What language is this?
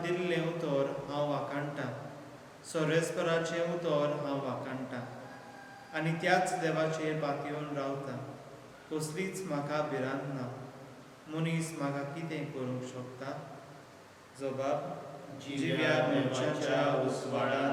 Konkani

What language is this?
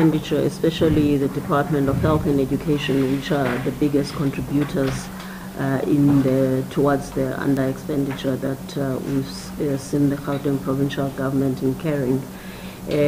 Tsonga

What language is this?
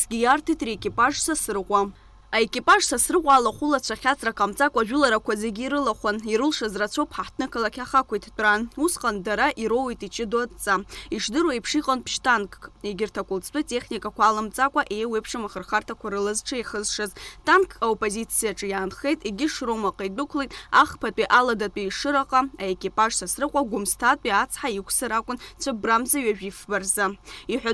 Abkhazian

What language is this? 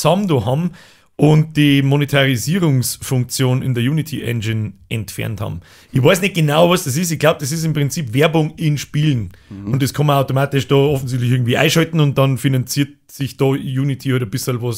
Bavarian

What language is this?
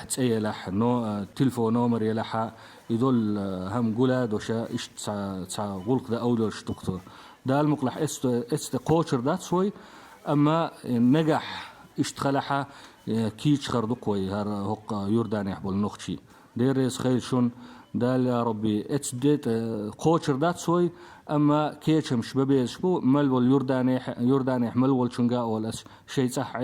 Chechen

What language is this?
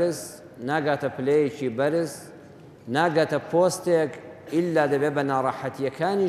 Central Kurdish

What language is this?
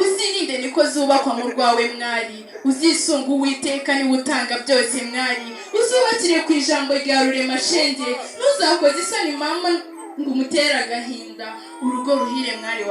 Kinyarwanda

